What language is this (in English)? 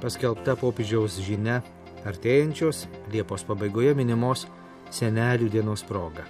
Lithuanian